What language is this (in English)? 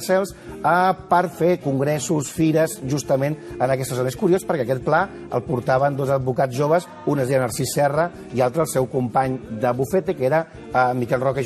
Catalan